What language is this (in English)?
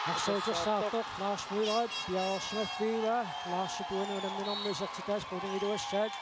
Kalaallisut